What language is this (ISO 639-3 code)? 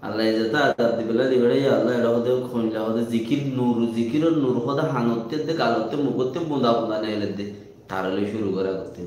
rhg